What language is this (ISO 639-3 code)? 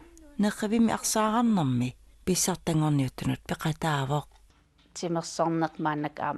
kal